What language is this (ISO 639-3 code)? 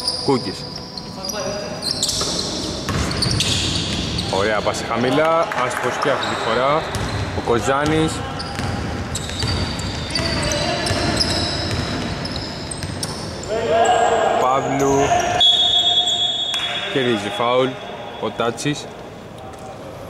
ell